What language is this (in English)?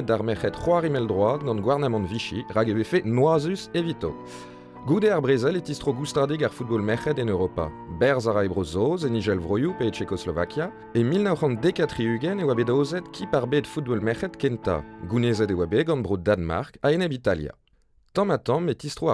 Breton